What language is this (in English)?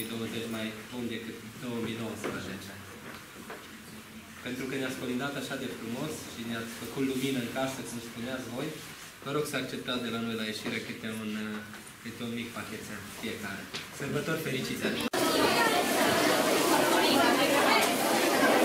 Romanian